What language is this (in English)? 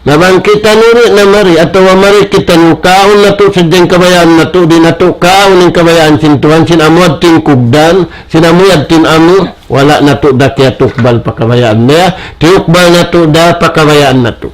Tausug